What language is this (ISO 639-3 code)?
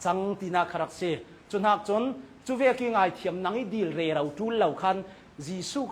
cnh